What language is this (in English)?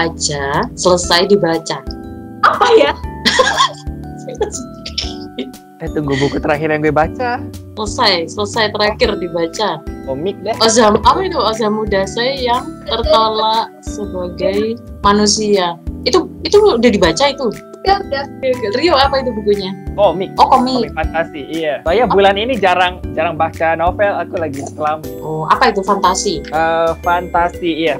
Indonesian